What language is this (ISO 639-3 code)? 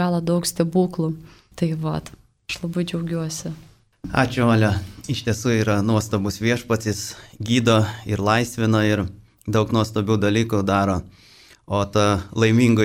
lit